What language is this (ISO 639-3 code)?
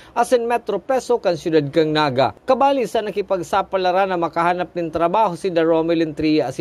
bik